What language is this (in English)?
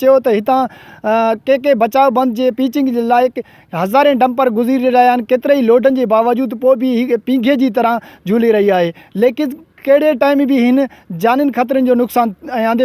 Sindhi